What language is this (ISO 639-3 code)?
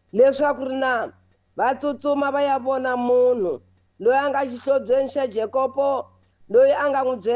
tso